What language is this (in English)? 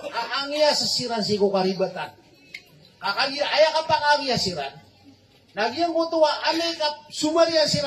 Maranao